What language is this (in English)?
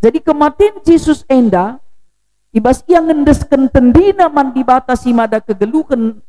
Batak Karo